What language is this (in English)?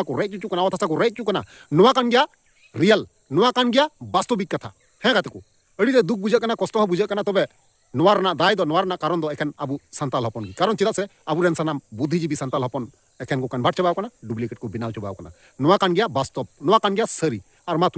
Santali